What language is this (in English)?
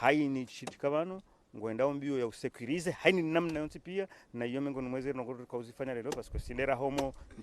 Ngazidja Comorian